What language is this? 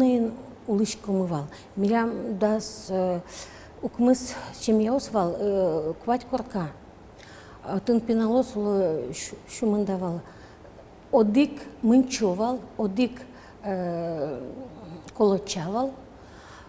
Udmurt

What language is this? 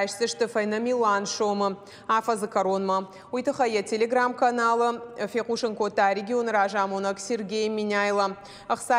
Ossetic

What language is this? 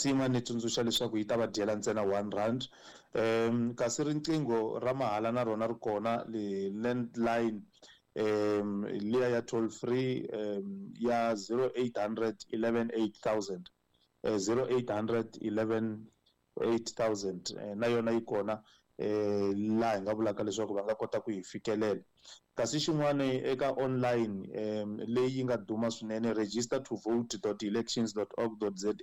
Tsonga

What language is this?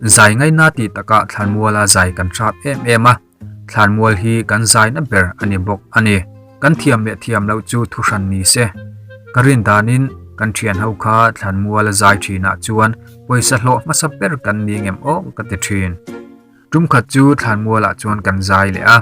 Mizo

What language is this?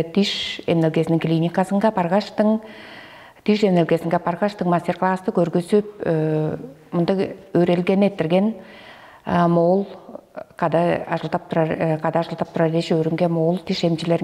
Tuvinian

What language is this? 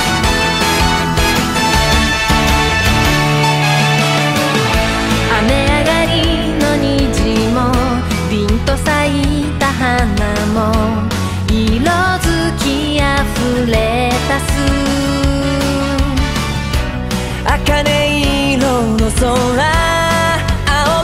Japanese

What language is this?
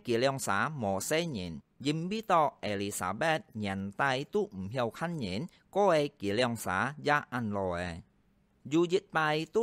Hakka Chinese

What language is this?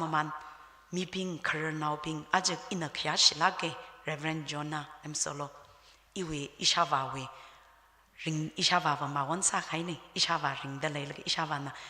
Tangkhul Naga (India)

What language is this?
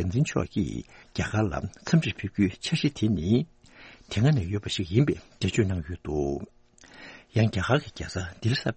Tibetan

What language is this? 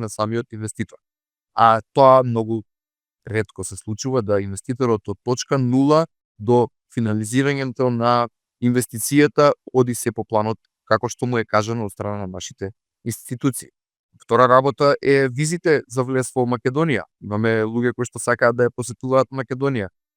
Macedonian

